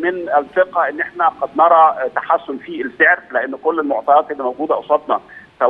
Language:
Egyptian Arabic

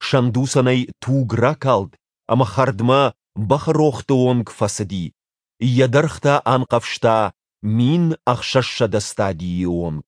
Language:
Ossetic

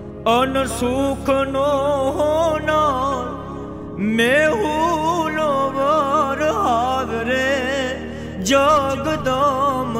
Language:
Gujarati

